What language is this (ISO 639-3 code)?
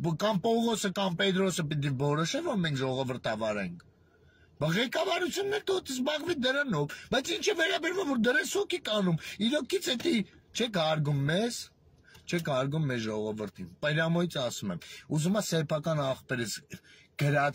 hye